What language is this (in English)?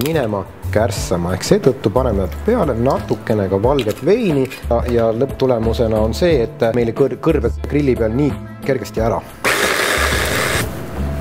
Estonian